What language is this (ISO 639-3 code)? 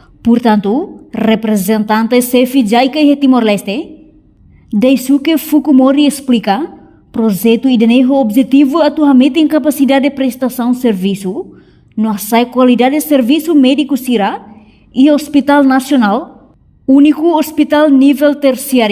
tet